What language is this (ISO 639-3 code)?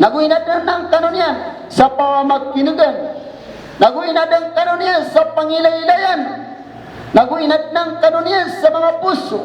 mrw